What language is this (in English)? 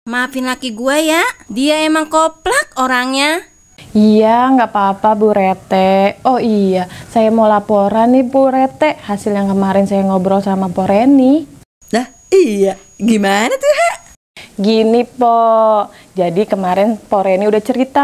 Betawi